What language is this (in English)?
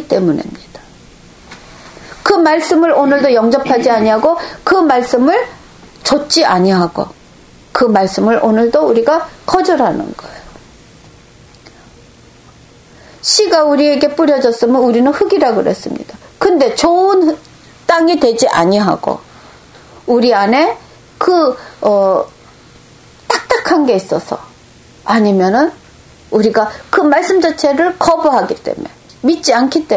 Korean